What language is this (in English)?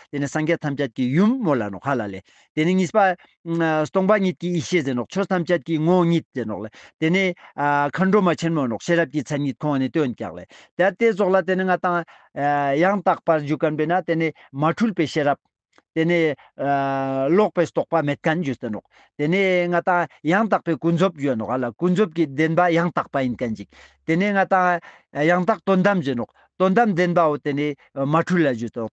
Ladakhi